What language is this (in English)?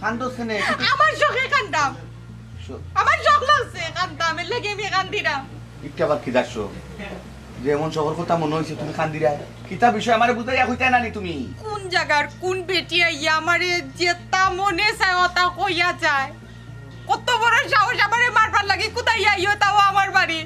Sylheti